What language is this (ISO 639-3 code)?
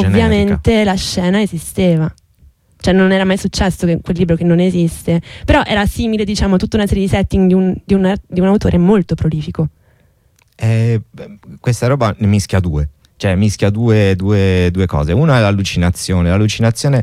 ita